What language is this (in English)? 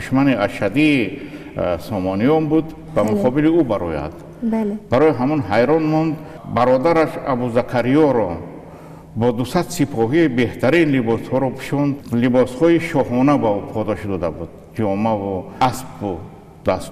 Tajik